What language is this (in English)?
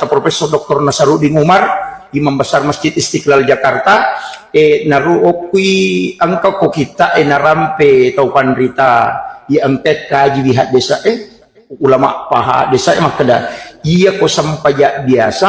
Buginese